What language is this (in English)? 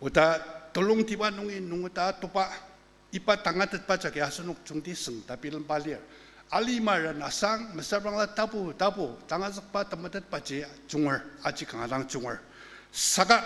Ao Naga